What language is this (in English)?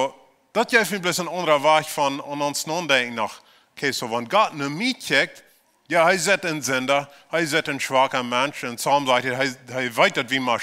Plautdietsch